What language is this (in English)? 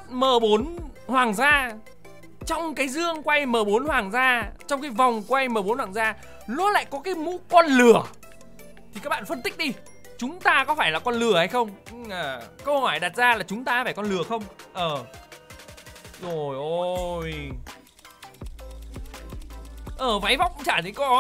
Vietnamese